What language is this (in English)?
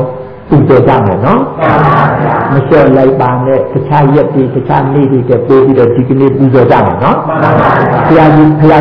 Burmese